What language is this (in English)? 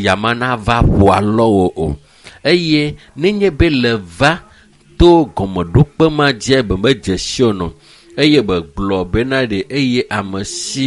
Ewe